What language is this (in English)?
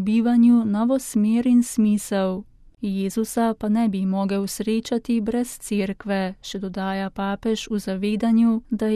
Slovenian